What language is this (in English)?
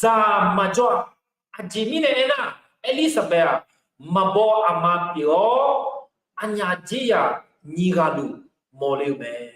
Akha